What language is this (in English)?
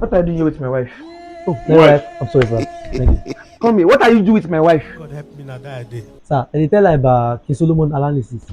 Nigerian Pidgin